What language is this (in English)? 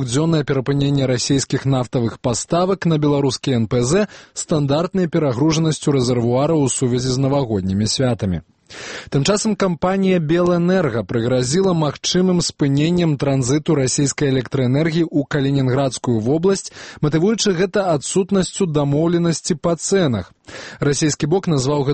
Belarusian